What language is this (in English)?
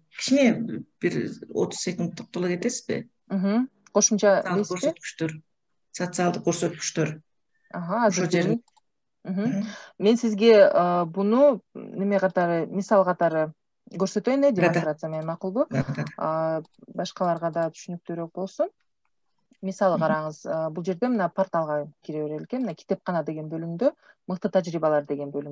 Kyrgyz